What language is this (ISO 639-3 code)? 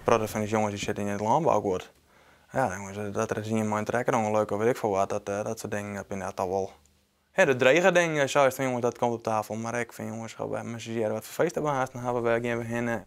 fry